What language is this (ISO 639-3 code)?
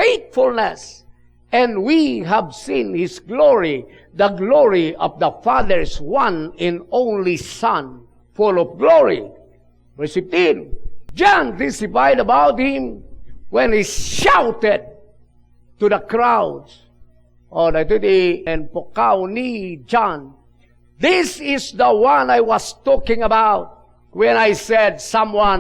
ilo